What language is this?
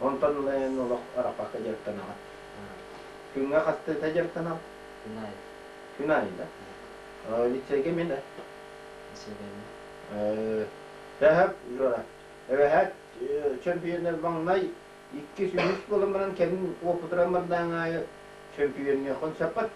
Yakut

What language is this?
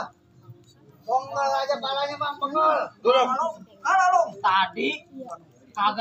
Betawi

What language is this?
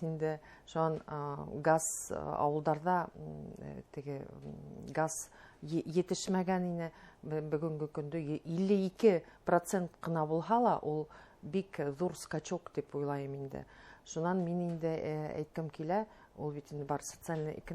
Bashkir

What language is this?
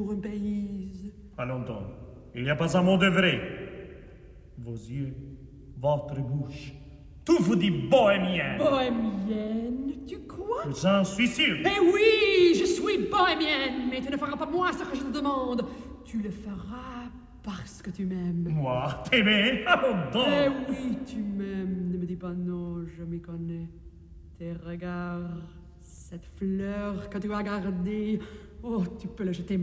French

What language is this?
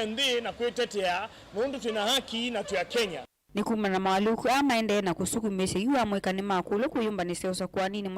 Kamba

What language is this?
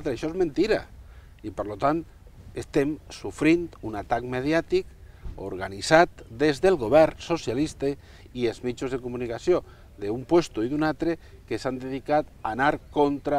Catalan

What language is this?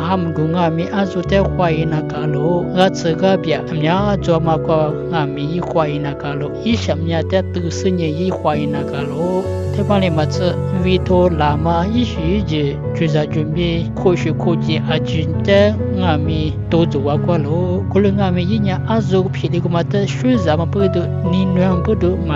Lisu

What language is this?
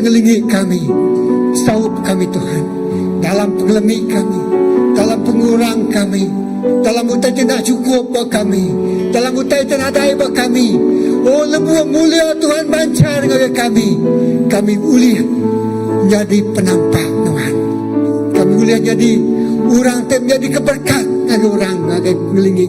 Iban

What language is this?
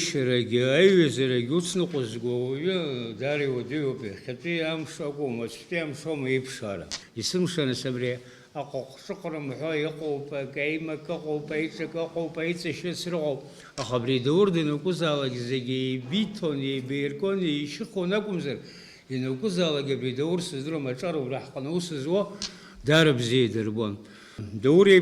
Abkhazian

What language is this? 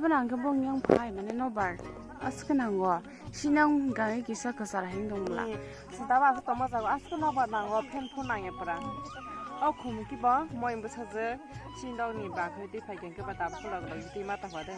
Kok Borok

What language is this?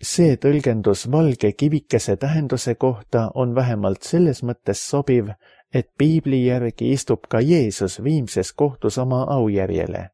Estonian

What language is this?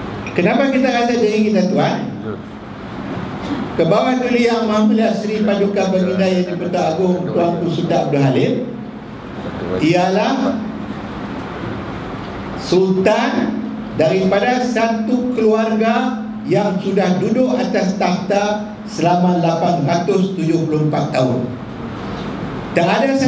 Malay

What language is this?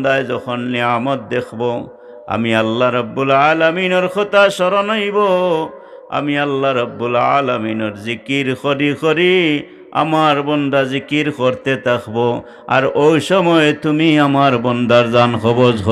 Sylheti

